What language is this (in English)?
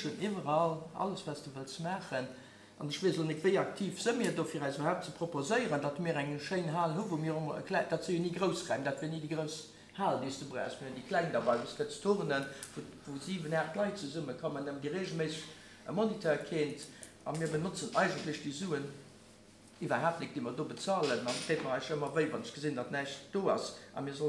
Luxembourgish